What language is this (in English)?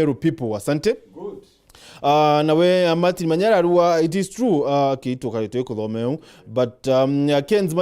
Meru